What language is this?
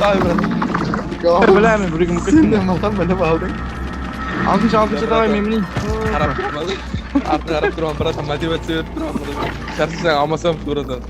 Kara-Kalpak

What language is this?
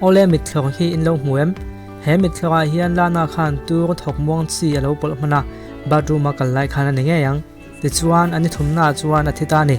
Mizo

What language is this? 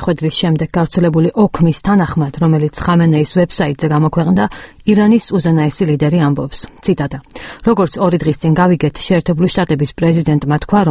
Georgian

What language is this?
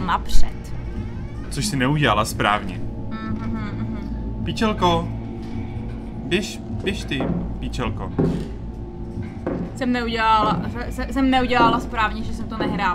Czech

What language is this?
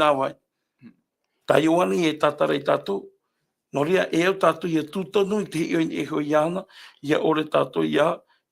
Tahitian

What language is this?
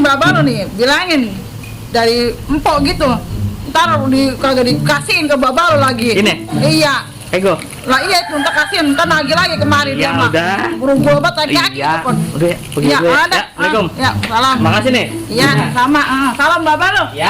Betawi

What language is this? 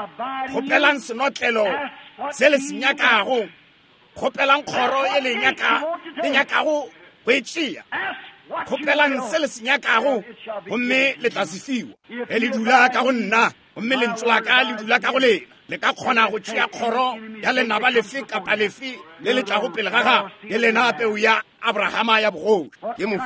Northern Sotho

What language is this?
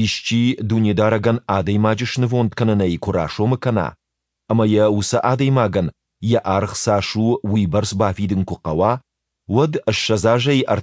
Ossetic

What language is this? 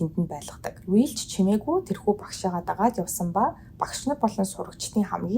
Mongolian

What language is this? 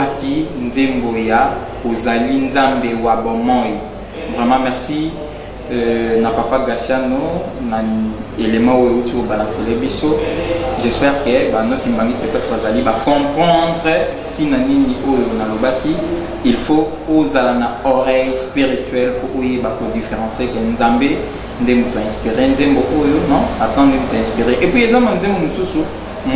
Lingala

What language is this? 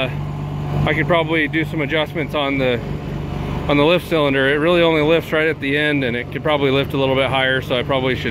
English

